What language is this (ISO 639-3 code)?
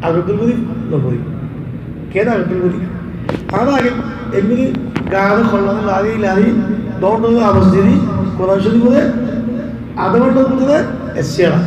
rhg